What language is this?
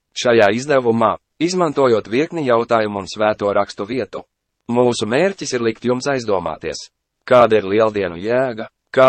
Latvian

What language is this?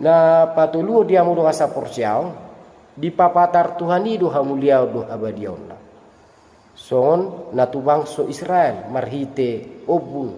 Batak Toba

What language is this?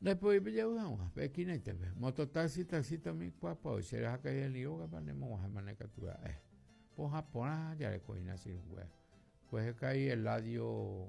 Guarani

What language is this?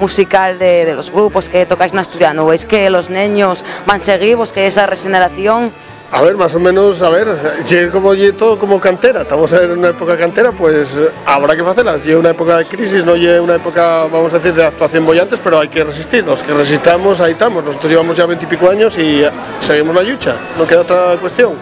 Asturian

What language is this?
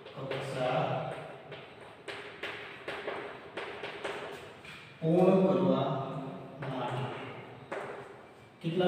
Gujarati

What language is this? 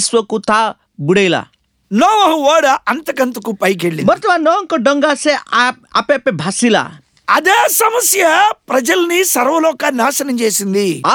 Odia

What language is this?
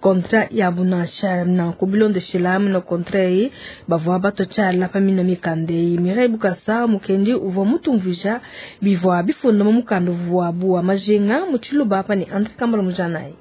Luba-Lulua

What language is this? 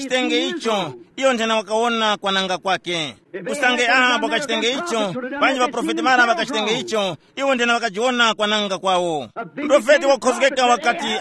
Tumbuka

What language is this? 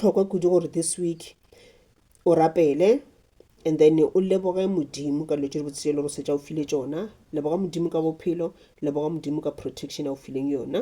Northern Sotho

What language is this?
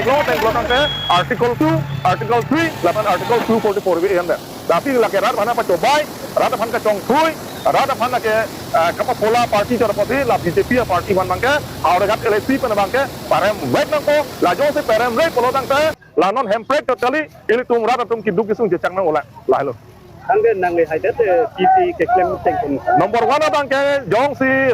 Karbi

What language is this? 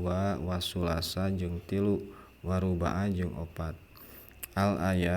Sundanese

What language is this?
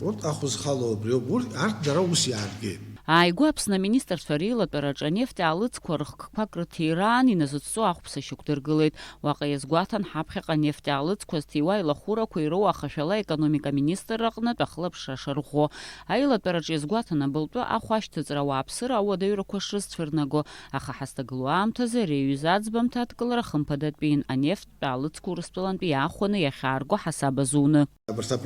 Abkhazian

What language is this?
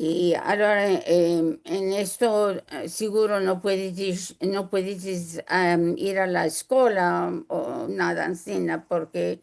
Ladino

